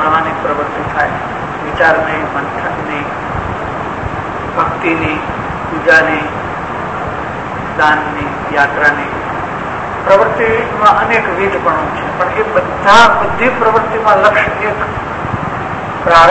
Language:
Gujarati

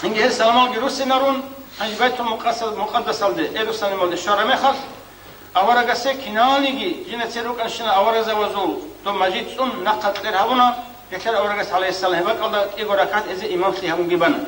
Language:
Avaric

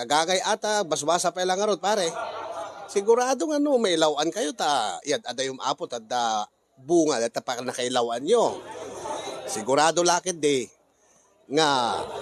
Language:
Iloko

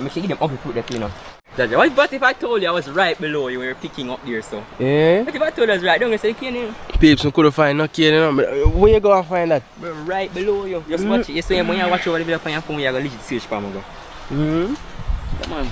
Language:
Jamaican Creole English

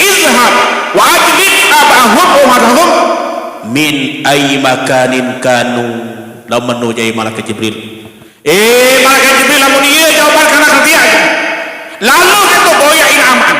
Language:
Sasak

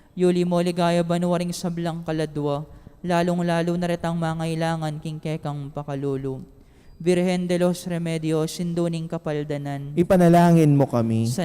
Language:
Pampanga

